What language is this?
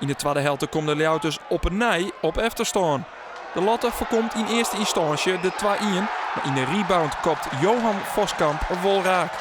Western Frisian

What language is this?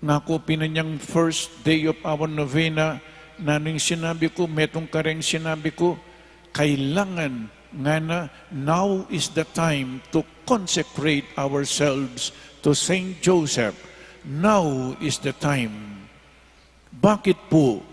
Pampanga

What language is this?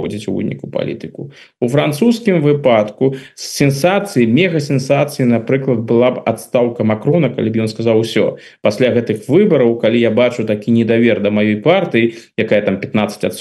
Belarusian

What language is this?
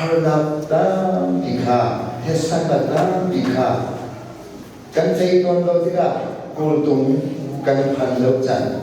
Hakha Chin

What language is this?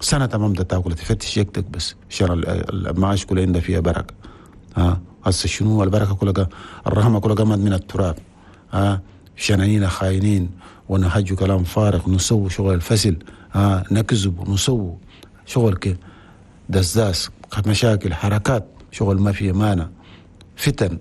Chadian Arabic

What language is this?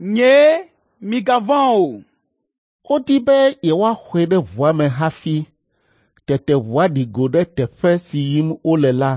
Ewe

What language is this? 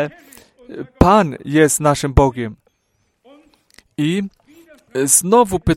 Polish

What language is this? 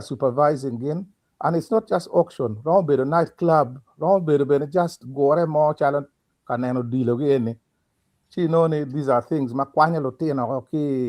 Acoli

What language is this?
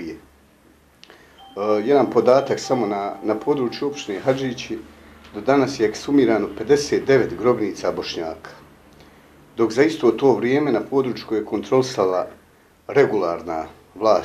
Bosnian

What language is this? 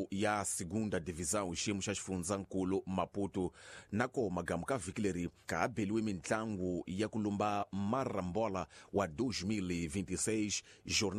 Tsonga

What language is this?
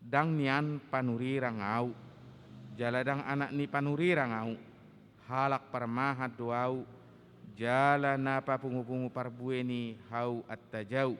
Batak Toba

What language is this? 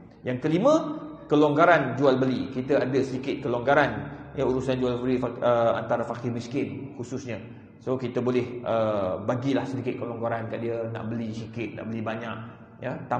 Malay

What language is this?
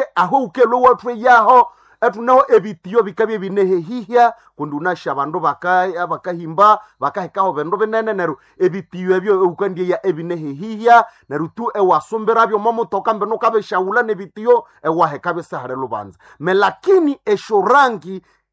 Nande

